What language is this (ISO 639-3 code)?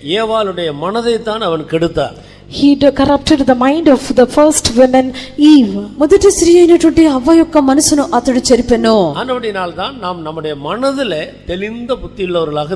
tam